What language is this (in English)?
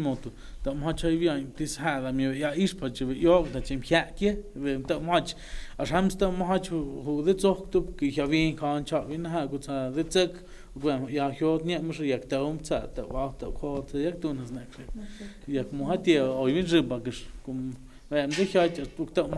Totontepec Mixe